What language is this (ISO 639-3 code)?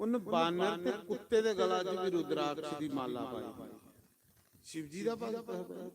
doi